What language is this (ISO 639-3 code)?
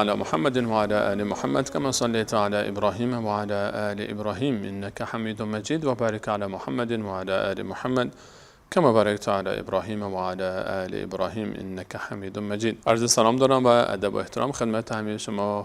fas